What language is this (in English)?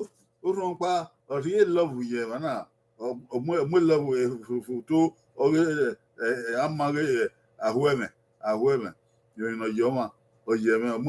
Bini